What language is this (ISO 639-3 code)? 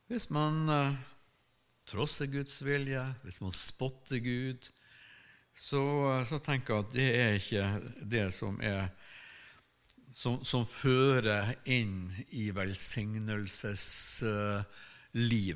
nor